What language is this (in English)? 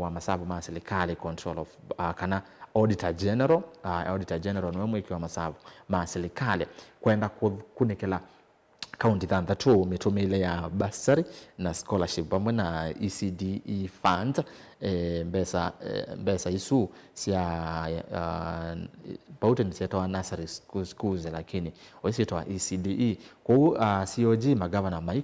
Kamba